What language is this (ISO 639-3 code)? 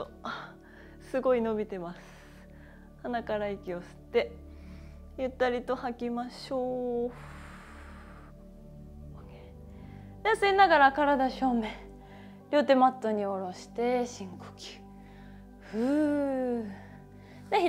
jpn